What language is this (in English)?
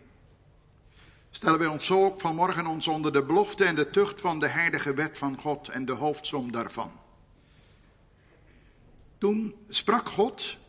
Dutch